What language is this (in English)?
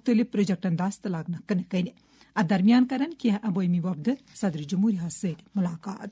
Kashmiri